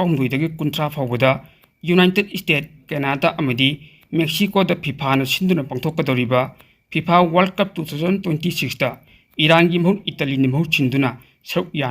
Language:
Manipuri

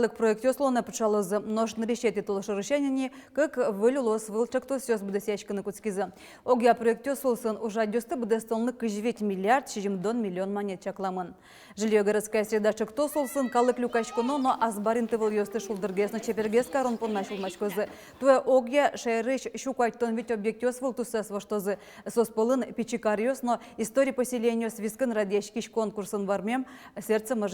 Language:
Udmurt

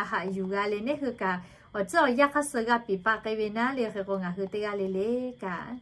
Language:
Lahu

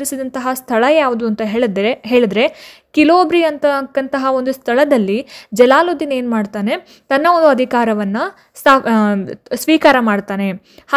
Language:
Kannada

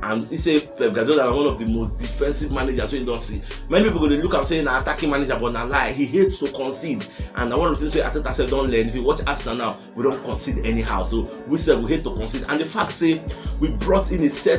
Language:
Nigerian Pidgin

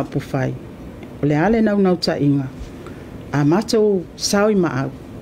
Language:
Samoan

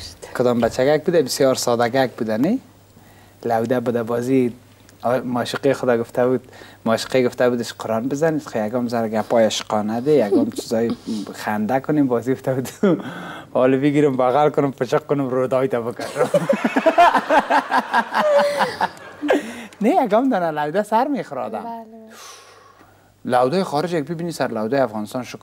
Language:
Persian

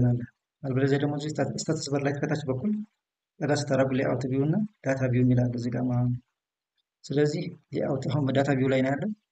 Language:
Amharic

